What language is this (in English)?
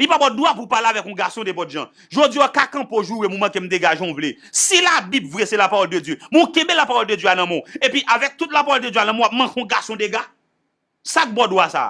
Haitian Creole